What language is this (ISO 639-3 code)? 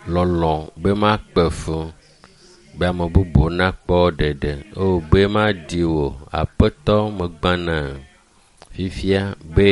ewe